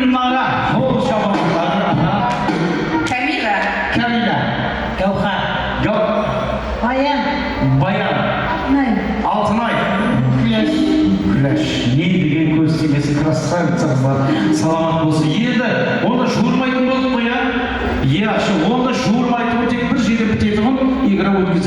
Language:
Kara-Kalpak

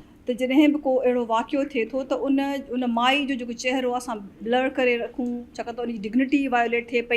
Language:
Sindhi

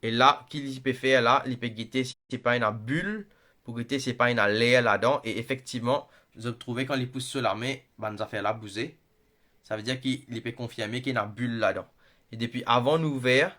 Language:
Morisyen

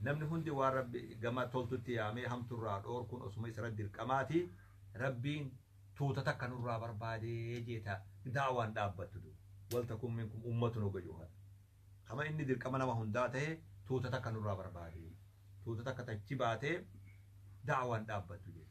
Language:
Oromo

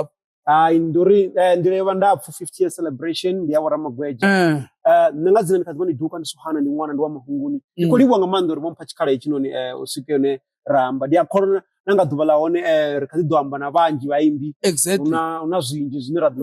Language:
Venda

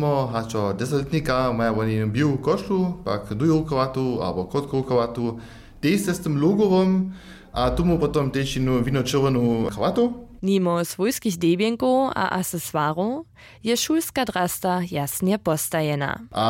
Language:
Upper Sorbian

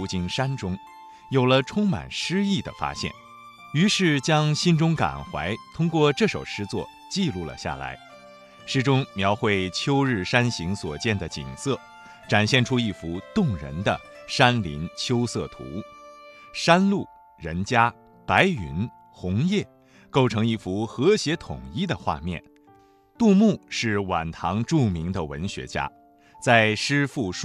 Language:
Chinese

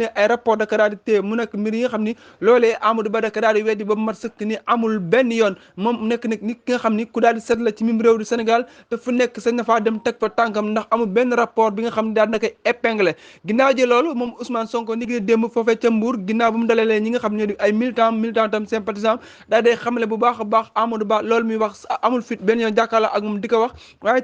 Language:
Wolof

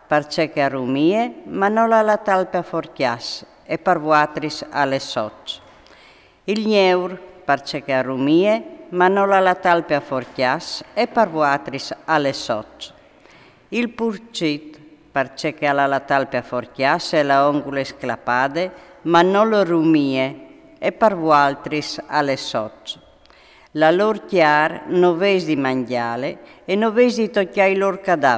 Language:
Friulian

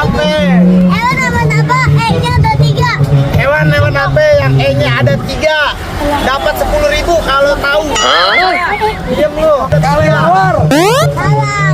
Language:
Betawi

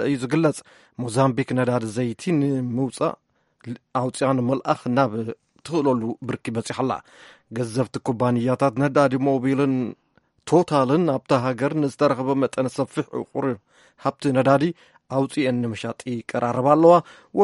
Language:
Tigrinya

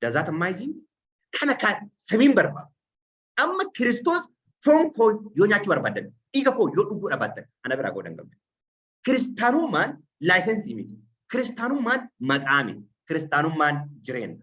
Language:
Oromo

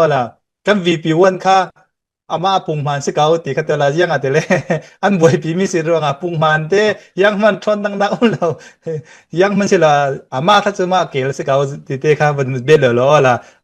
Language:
Falam Chin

